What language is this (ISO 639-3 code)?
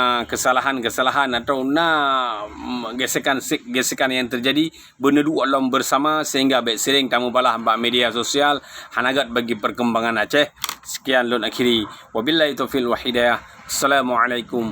ace